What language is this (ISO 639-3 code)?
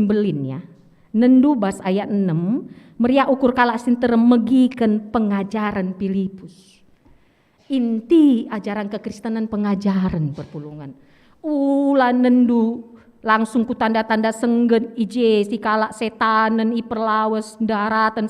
btx